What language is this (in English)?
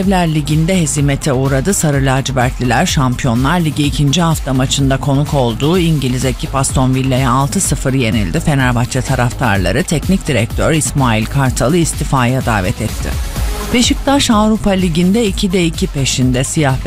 Turkish